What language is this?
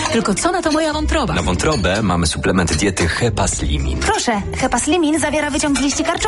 Polish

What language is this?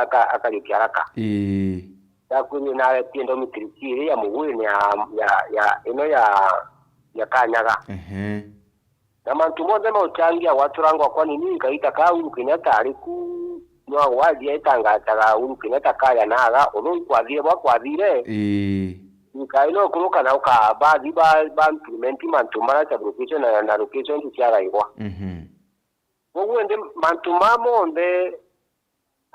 Meru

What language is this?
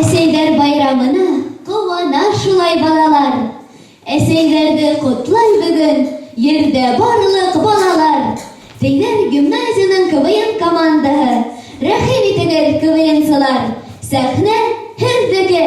Bashkir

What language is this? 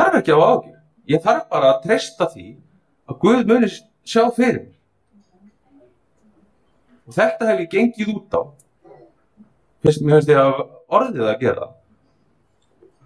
Icelandic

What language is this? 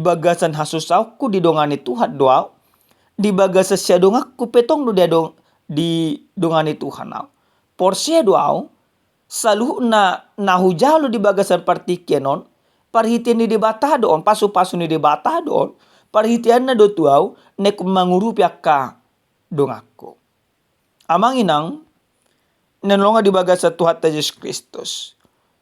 Batak Toba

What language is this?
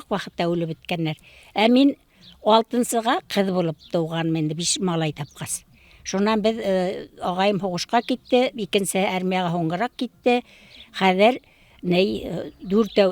Bashkir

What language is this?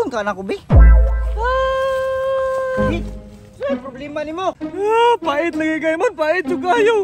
Cebuano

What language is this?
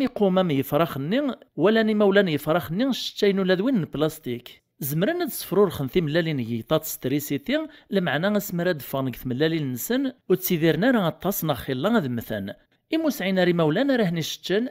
Kabyle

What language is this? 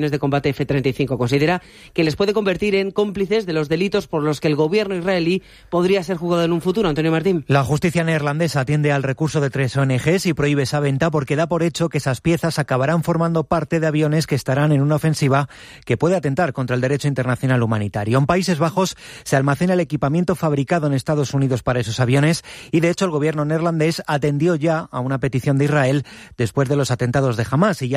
Spanish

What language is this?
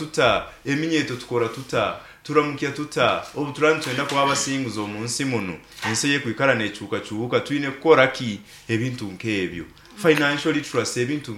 Nyoro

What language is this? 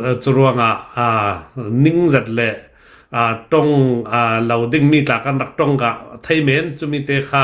Hakha Chin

